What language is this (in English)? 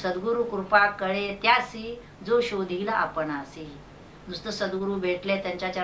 Marathi